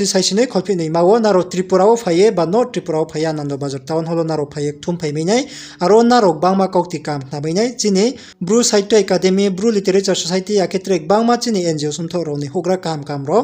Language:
Riang (India)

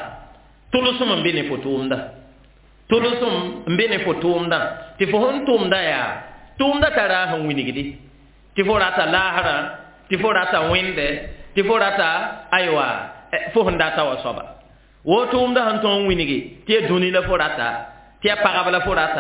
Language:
Mossi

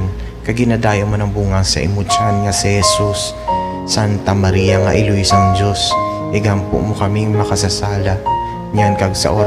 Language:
Hiligaynon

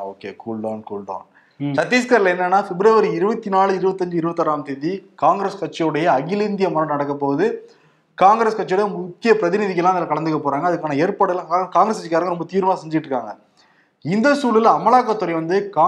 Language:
Tamil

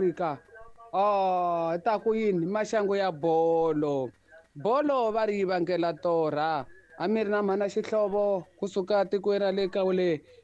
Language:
Tsonga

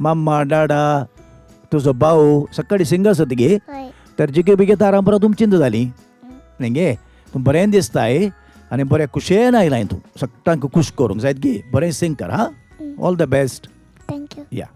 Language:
Konkani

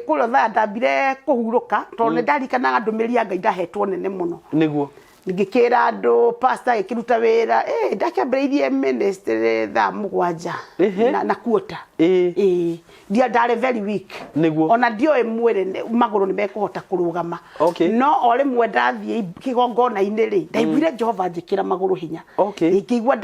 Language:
Kikuyu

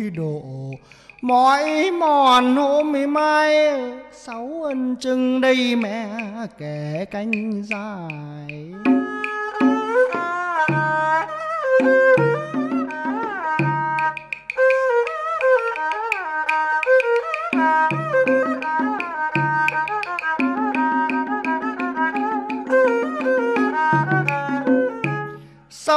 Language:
Vietnamese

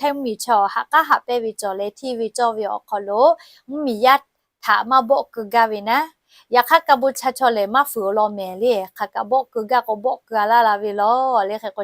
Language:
Lahu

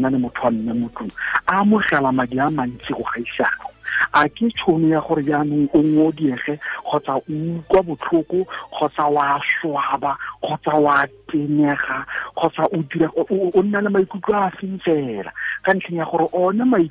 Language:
Tswana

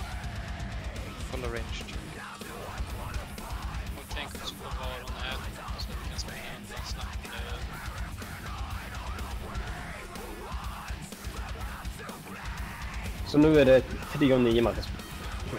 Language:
Swedish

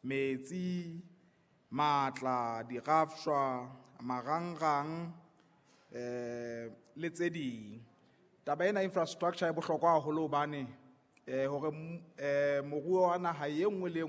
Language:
Southern Sotho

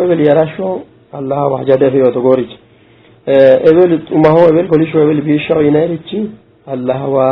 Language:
Sidamo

